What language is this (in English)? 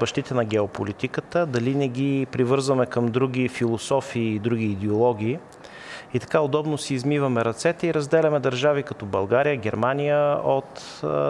Bulgarian